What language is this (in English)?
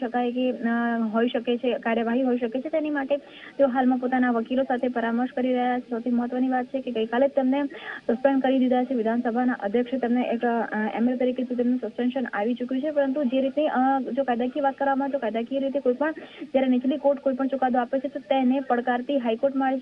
Gujarati